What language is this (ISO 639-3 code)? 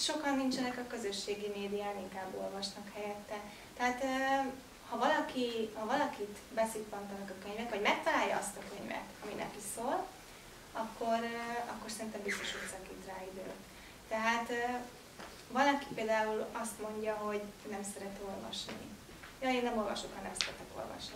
hun